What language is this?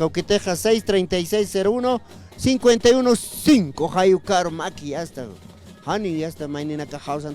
Aymara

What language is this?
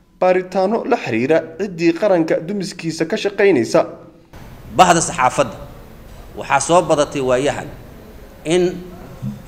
Somali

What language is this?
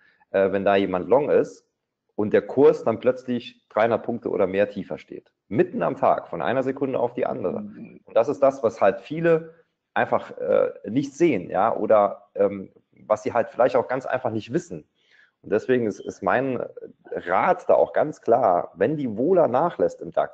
German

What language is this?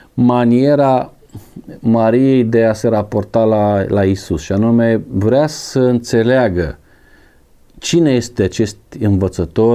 Romanian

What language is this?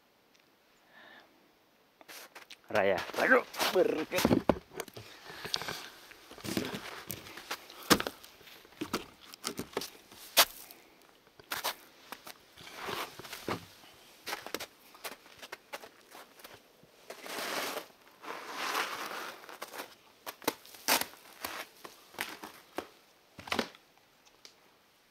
Finnish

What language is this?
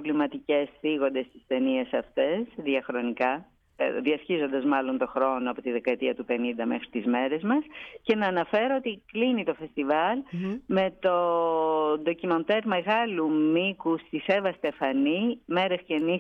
Greek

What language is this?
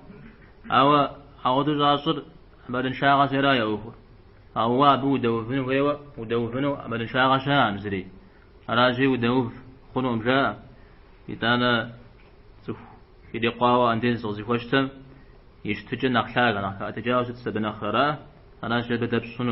Kabardian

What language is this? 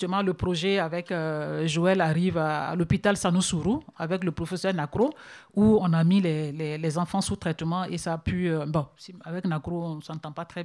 French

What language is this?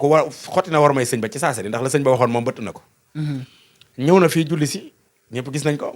Wolof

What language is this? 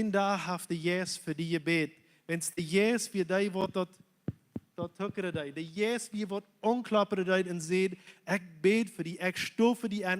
Plautdietsch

